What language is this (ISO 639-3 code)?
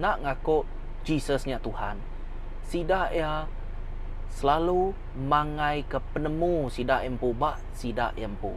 iba